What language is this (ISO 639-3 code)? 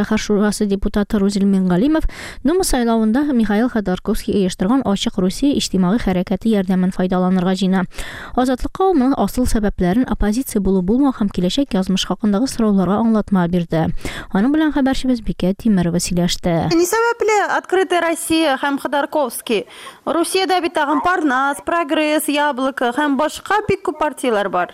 tat